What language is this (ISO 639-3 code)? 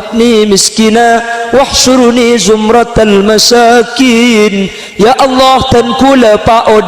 mad